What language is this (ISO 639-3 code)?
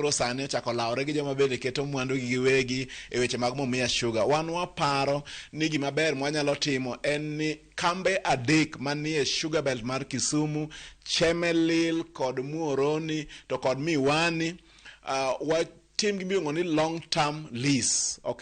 luo